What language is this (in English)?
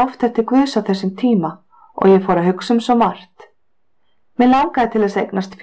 Icelandic